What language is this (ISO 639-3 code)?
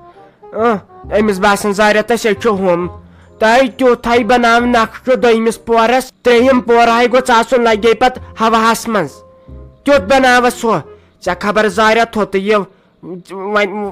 kas